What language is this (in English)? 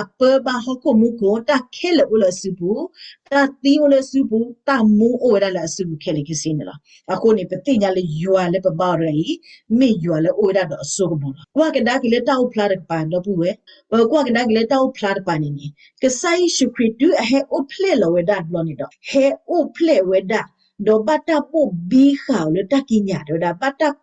S'gaw Karen